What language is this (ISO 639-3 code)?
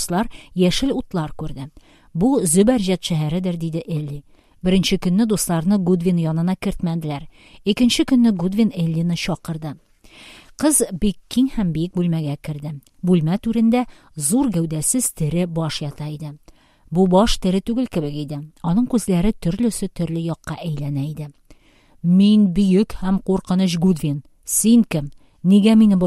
tat